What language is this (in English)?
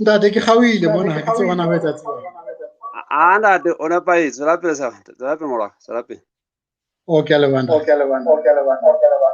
Southern Sotho